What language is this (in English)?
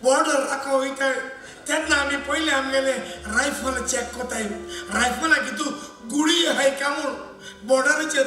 Konkani